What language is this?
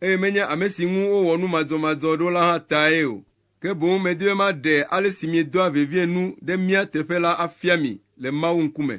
Ewe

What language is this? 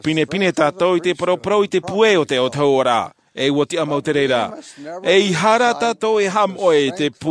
Tahitian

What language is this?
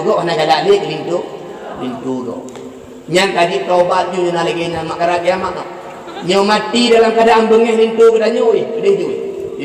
Achinese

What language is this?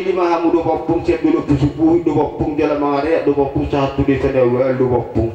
Batak Toba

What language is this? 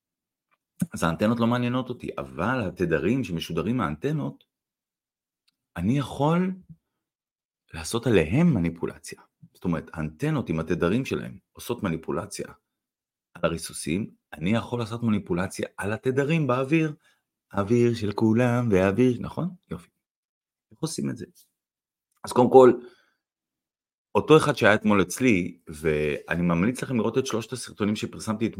Hebrew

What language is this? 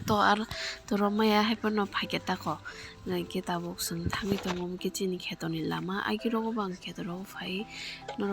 Kok Borok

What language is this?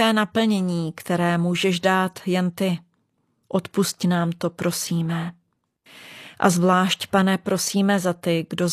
Czech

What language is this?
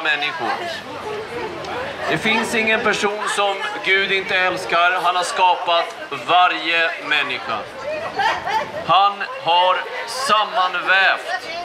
Swedish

